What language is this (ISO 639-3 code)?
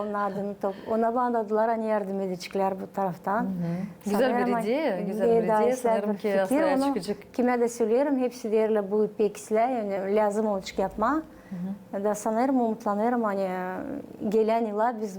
gag